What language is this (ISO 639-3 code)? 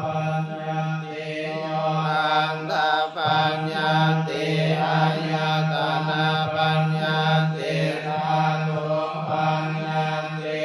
pli